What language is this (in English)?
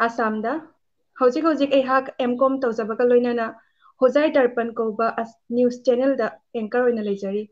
Manipuri